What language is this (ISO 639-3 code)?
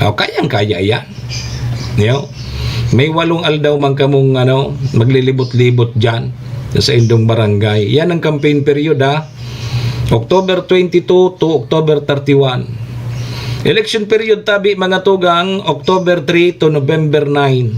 bik